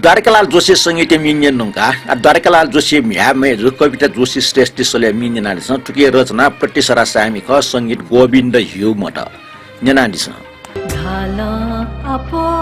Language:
Newari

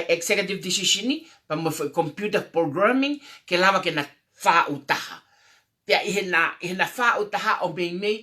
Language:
Tongan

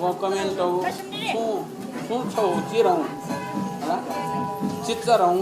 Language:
Newari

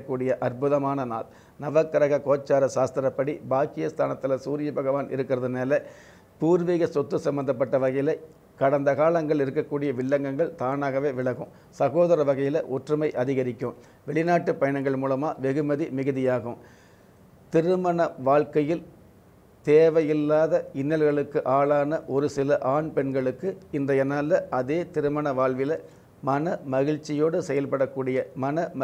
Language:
Tamil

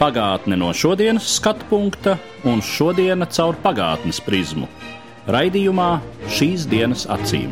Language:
Latvian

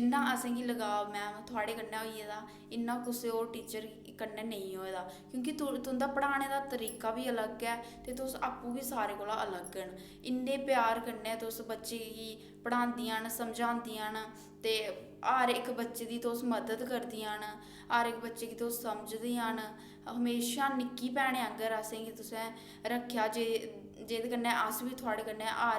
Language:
Dogri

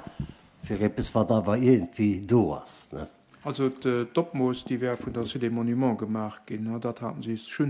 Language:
Luxembourgish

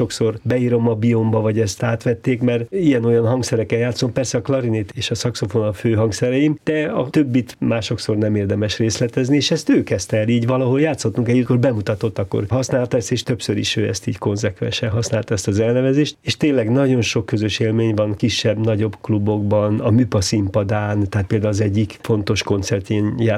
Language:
Hungarian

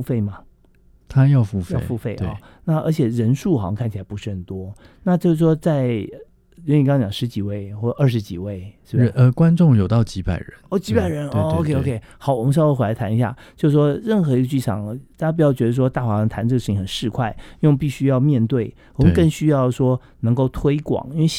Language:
Chinese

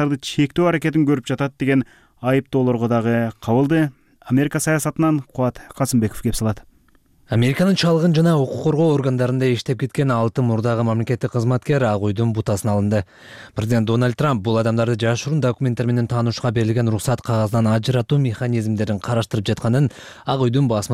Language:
Kyrgyz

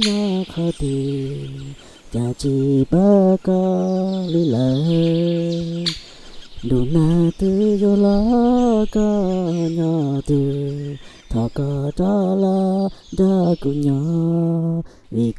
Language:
Hmong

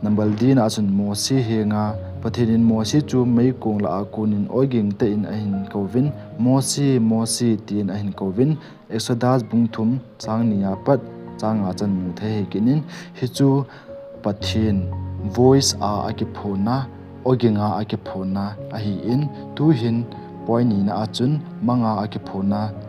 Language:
Thado Chin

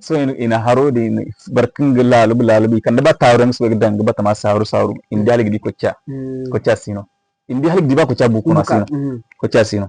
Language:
Zarma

